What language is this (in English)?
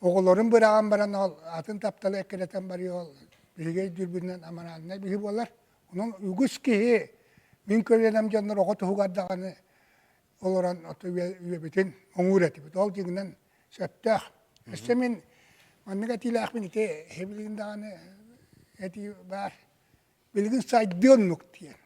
Yakut